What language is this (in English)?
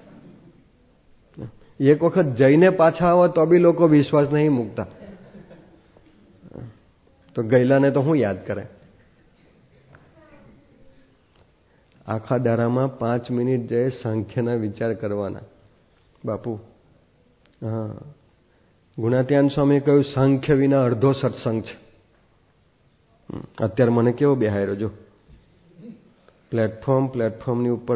Gujarati